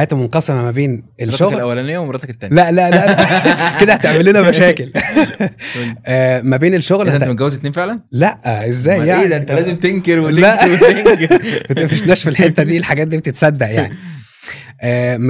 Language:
Egyptian Arabic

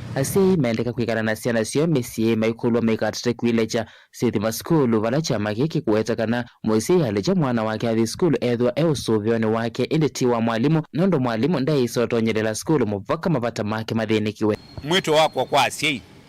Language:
Kamba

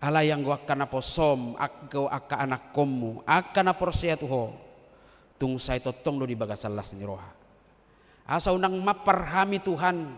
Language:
Batak Toba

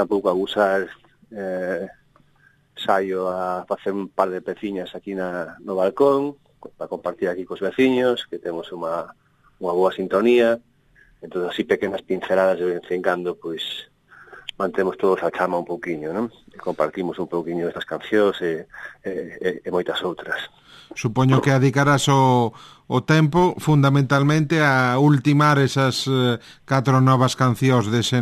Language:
Galician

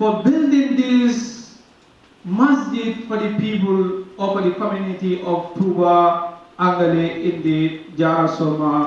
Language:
Fula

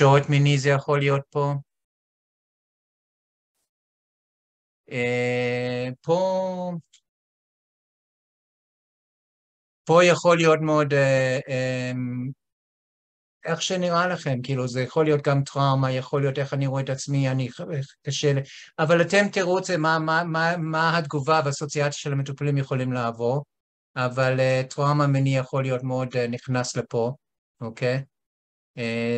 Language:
Hebrew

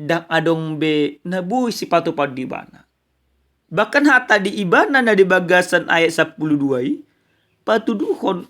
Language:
Batak Toba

